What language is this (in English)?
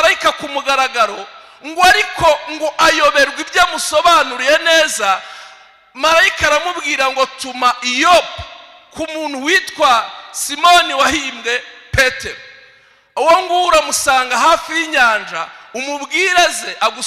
Kinyarwanda